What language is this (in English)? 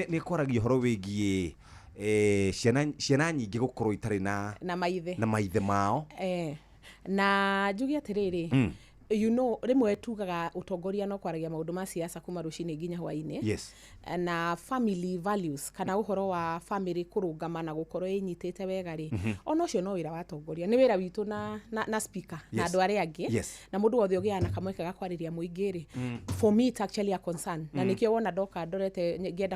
Kikuyu